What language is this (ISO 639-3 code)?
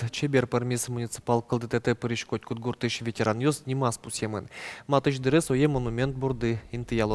udm